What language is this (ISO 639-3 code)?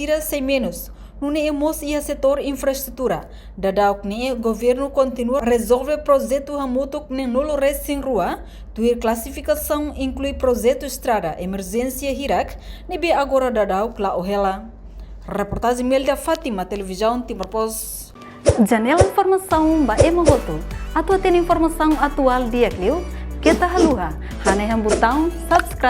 tet